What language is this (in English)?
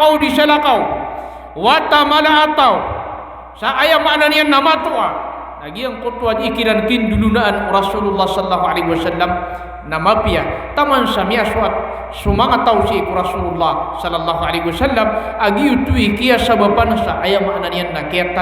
Maranao